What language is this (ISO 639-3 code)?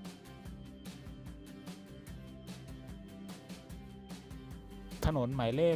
tha